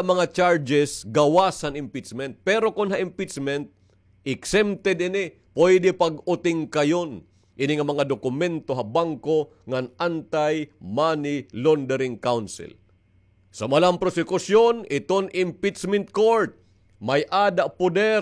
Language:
Waray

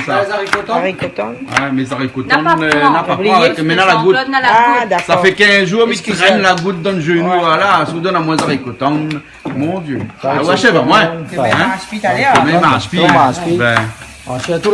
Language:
Réunion Creole French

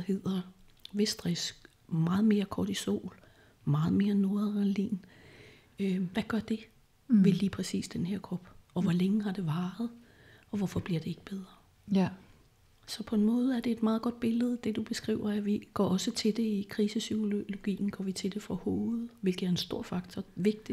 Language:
Danish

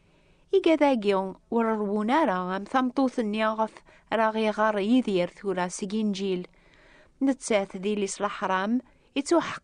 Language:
Kabyle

